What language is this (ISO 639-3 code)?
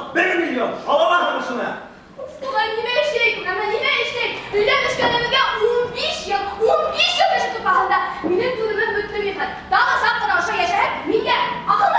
bak